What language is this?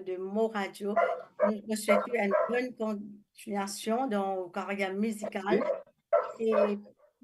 Morisyen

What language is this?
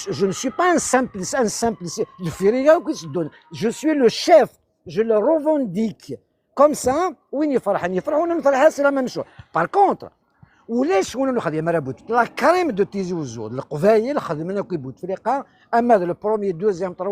Kabyle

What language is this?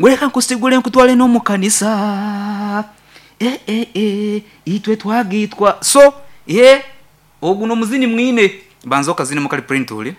Nyoro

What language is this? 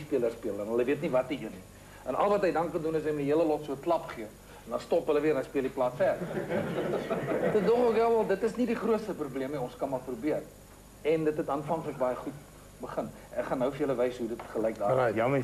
Afrikaans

